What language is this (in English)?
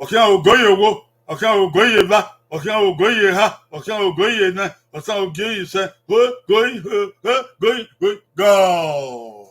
Bini